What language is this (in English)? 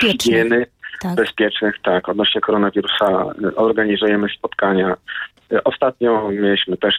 Polish